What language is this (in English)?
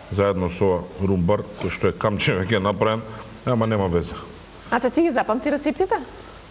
Macedonian